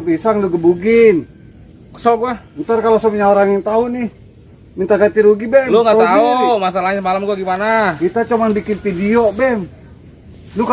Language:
Betawi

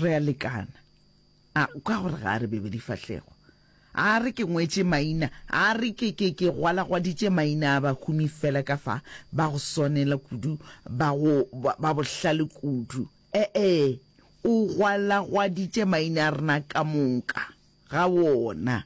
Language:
Northern Sotho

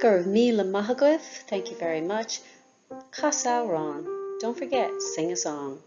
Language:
Irish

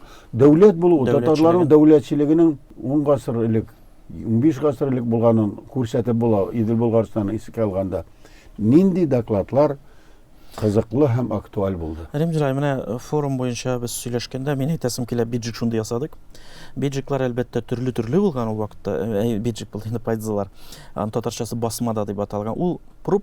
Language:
Tatar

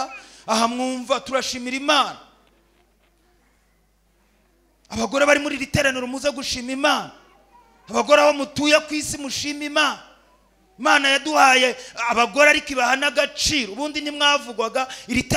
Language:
Kinyarwanda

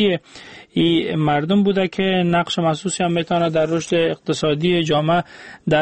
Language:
Persian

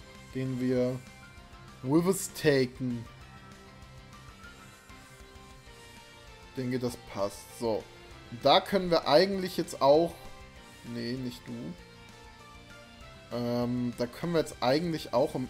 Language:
German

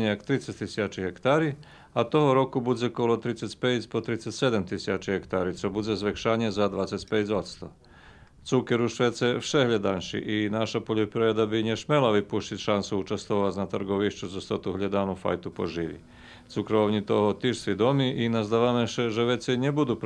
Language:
Rusyn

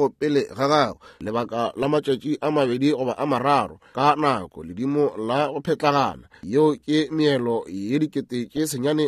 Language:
Northern Sotho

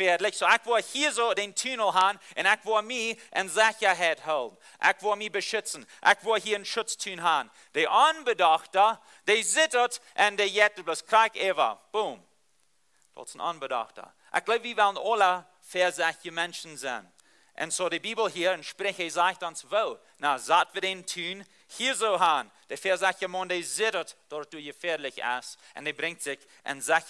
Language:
Plautdietsch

